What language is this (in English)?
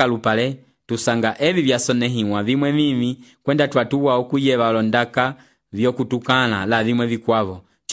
Umbundu